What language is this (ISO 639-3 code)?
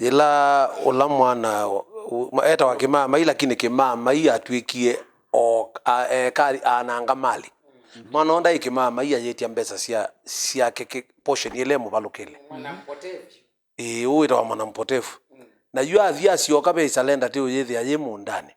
kam